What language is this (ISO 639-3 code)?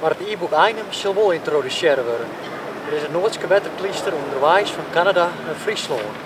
fry